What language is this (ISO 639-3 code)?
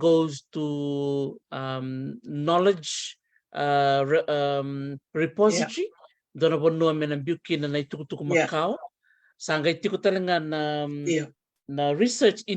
fij